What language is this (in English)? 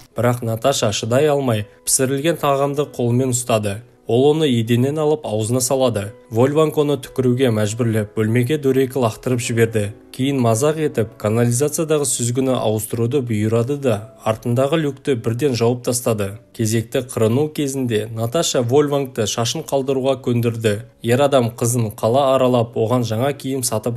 Kazakh